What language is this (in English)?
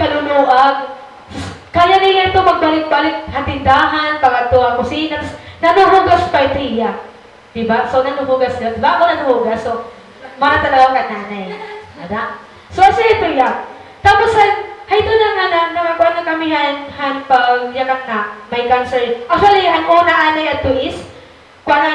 Waray